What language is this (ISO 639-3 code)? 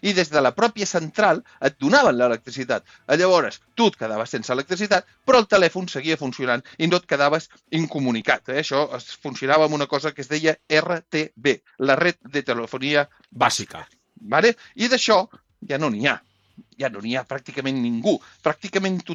cat